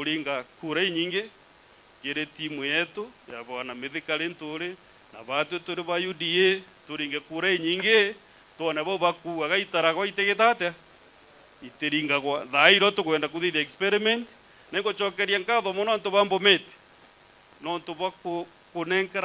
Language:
Meru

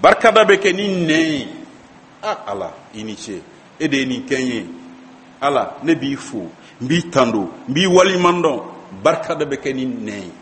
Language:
Bambara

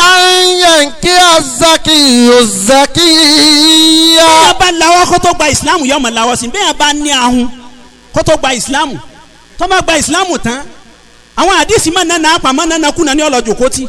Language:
Yoruba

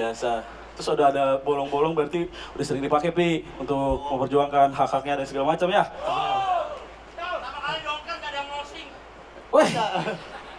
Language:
Indonesian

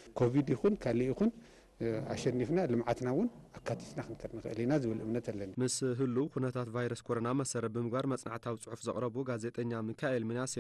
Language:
Tigrinya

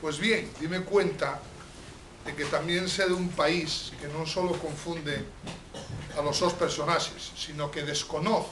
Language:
Asturian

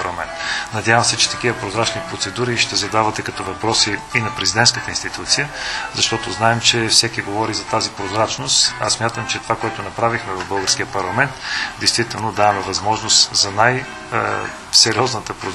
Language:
Bulgarian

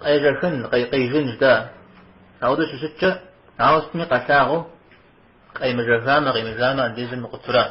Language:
Kabardian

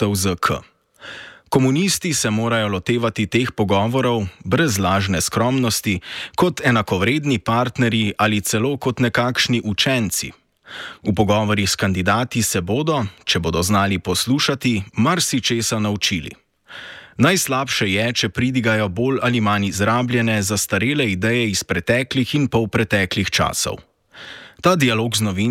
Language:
Slovenian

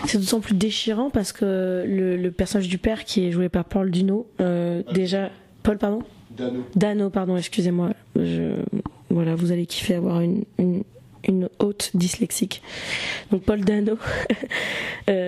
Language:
French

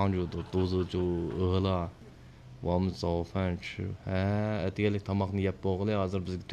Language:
Uyghur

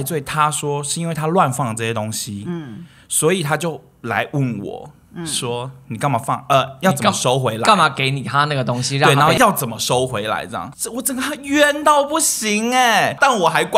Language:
Chinese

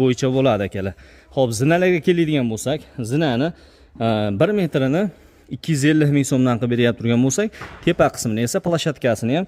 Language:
Uzbek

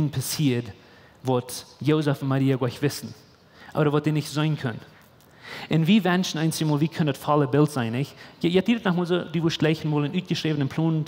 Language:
Plautdietsch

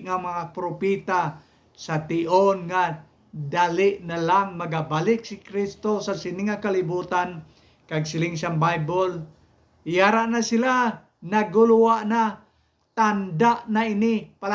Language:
Hiligaynon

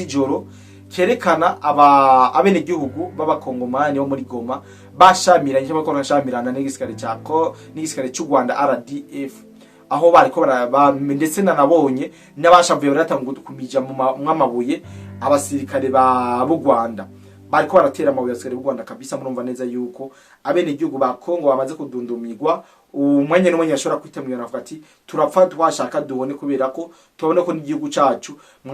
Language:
Rundi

